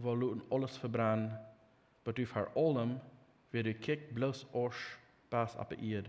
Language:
Plautdietsch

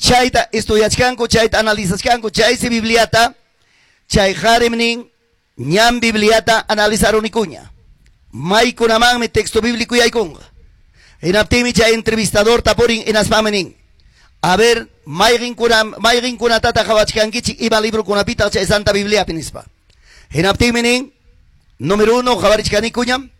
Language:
Ayacucho Quechua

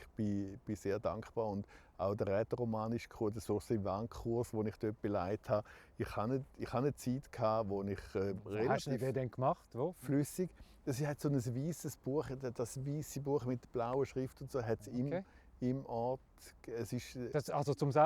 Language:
Romansh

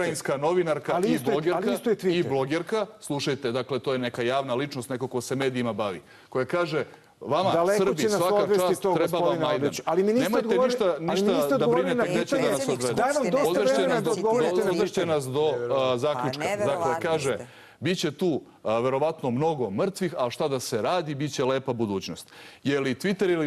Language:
Serbian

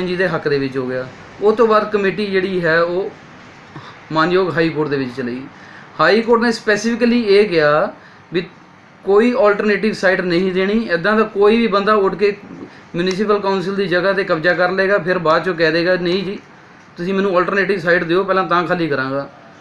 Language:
Punjabi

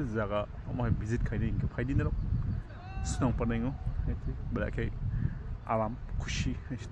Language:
Kok Borok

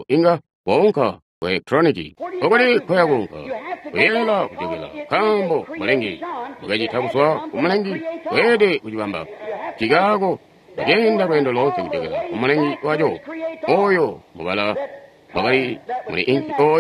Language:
Tonga (Zambia)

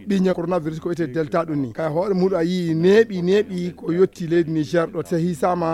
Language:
Fula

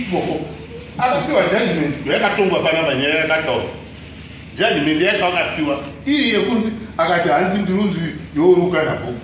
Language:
Shona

